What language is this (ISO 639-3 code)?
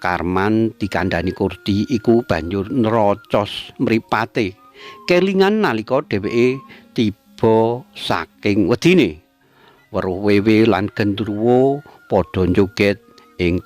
jav